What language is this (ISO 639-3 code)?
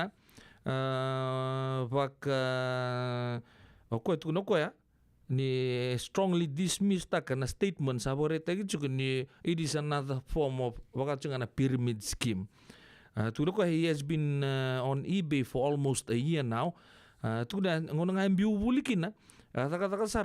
fij